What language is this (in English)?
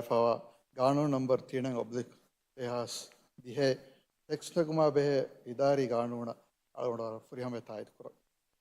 Divehi